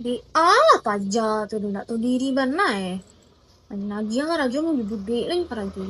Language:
Minangkabau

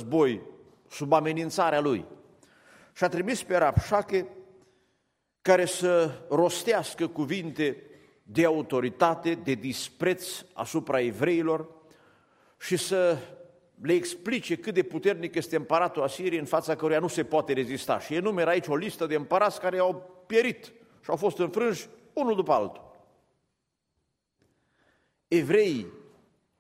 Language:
Romanian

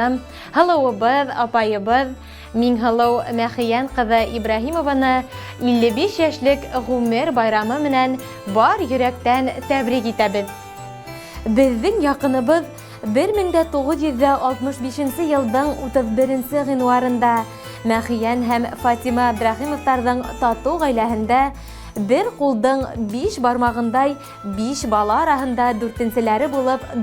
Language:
Bashkir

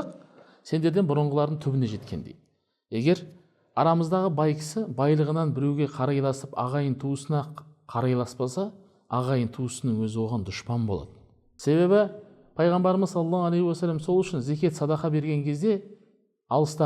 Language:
Kazakh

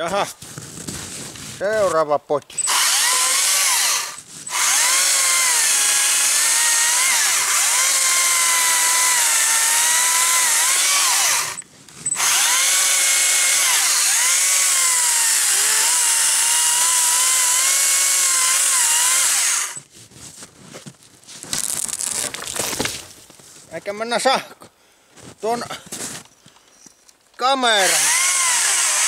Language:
Finnish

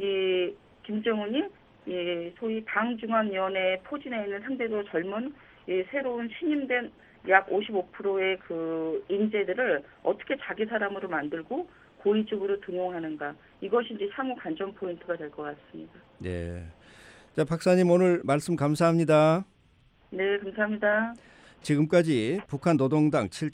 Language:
Korean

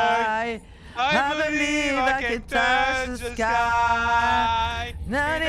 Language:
French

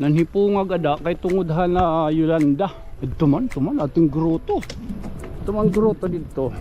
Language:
Waray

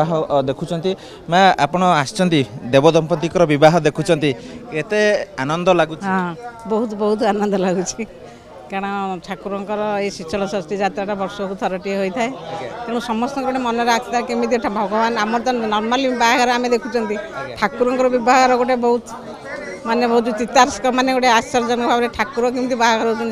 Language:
Odia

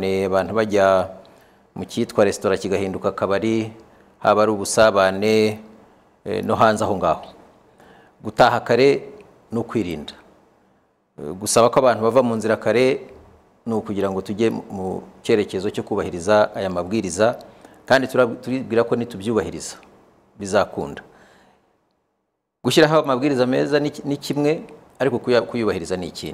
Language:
Kinyarwanda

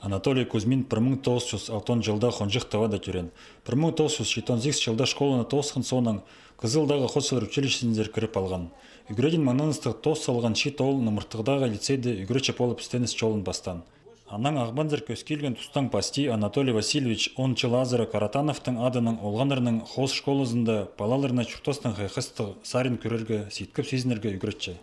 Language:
Khakas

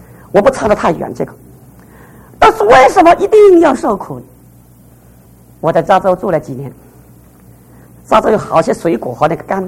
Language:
Chinese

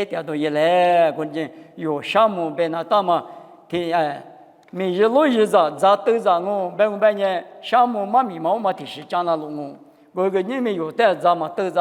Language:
Lisu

